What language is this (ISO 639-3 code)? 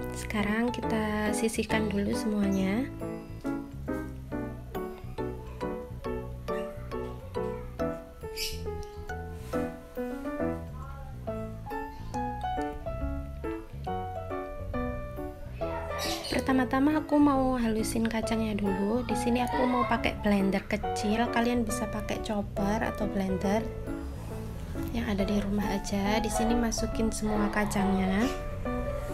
ind